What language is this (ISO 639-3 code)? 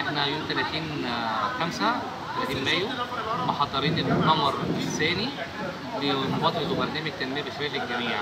arz